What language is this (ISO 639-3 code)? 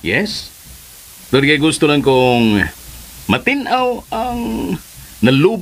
ceb